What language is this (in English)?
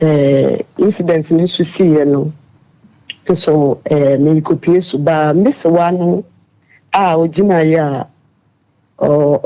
Akan